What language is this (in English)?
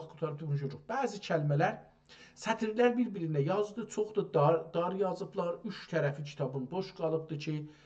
South Azerbaijani